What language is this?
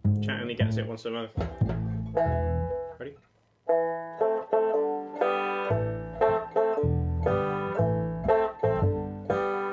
English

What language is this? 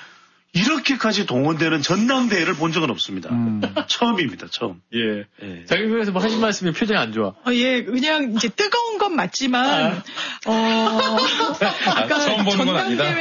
Korean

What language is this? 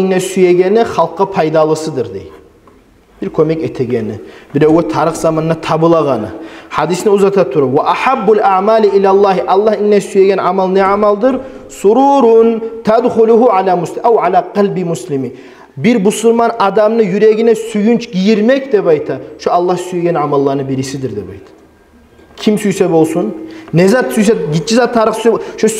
Kumyk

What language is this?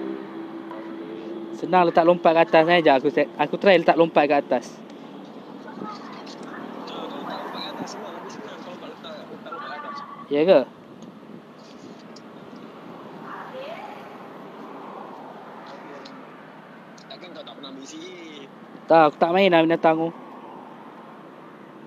Malay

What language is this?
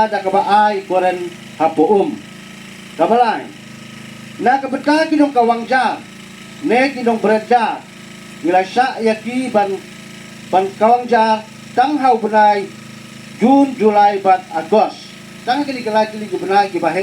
Khasi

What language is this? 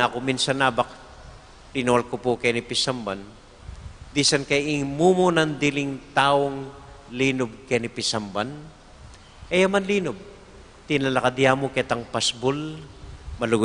Pampanga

